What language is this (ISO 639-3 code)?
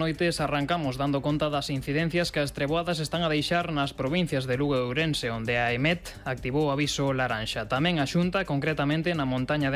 glg